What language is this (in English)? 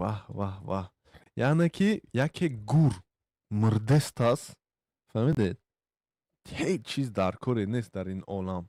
Tajik